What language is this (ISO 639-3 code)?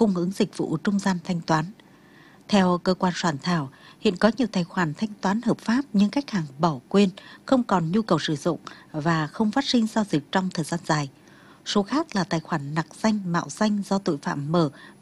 vie